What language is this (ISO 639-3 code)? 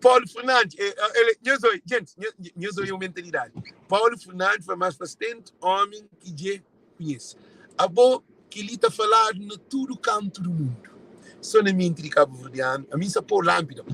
kea